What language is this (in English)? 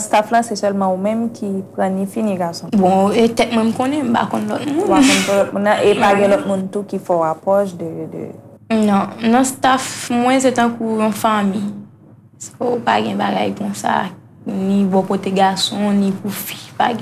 Haitian Creole